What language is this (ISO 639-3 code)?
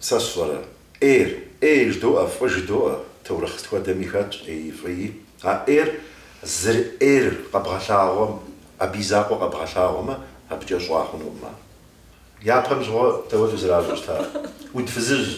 kbd